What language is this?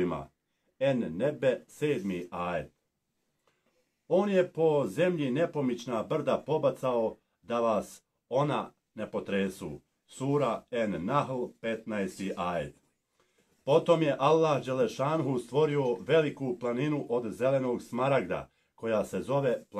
Bosnian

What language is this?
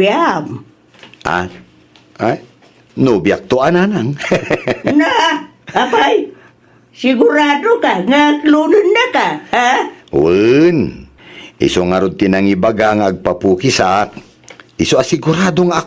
Iloko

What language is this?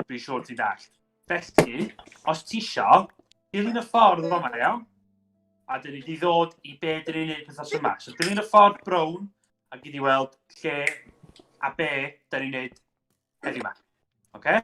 Welsh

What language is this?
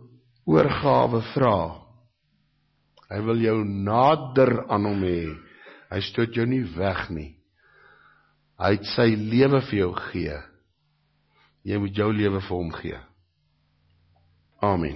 Afrikaans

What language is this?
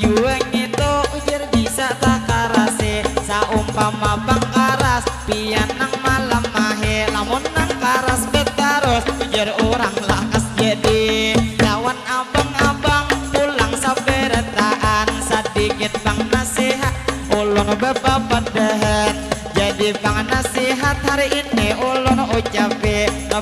Banjar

